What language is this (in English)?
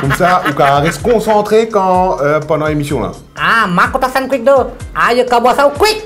Morisyen